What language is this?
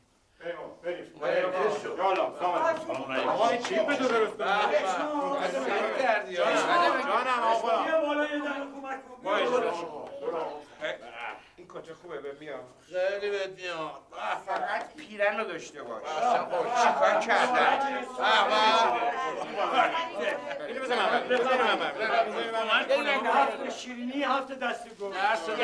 Persian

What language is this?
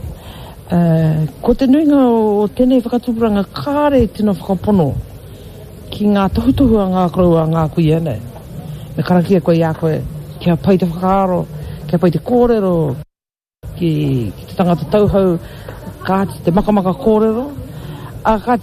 Māori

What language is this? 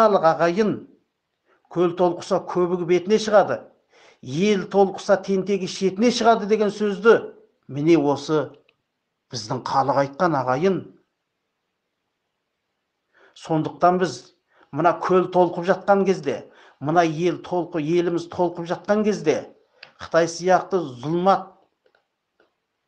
Kazakh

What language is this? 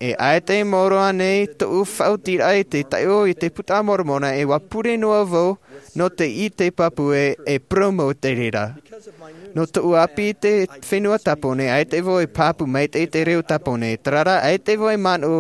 Tahitian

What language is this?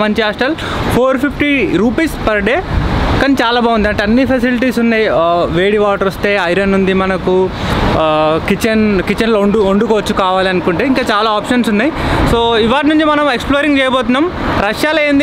Telugu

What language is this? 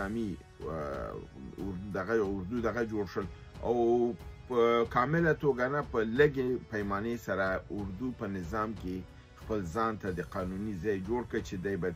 Pashto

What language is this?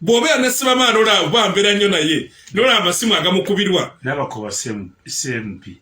Ganda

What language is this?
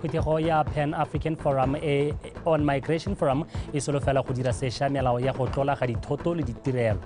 Tswana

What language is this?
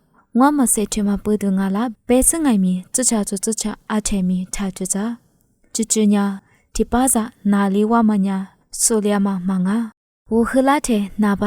Lisu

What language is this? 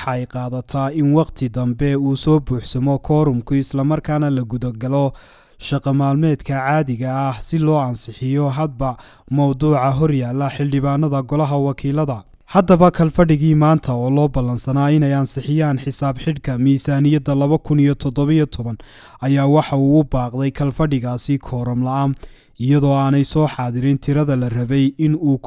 Somali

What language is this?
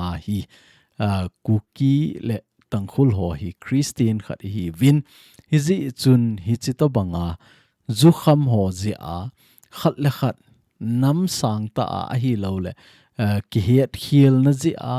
Thado Chin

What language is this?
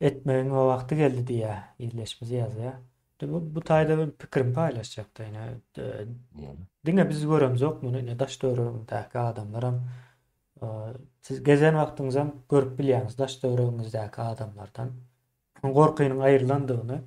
Turkmen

